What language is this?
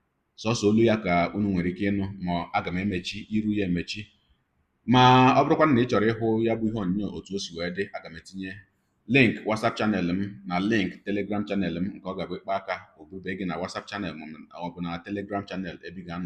Igbo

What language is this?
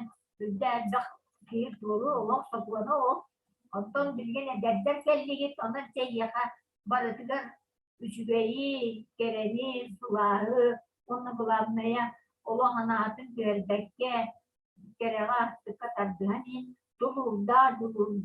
Yakut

